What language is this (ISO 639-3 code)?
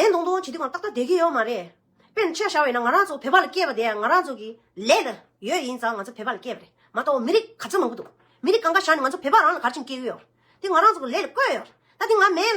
bod